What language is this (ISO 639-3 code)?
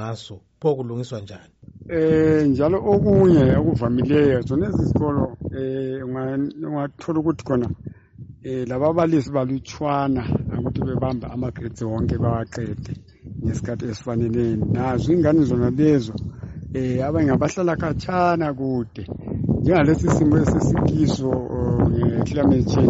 nde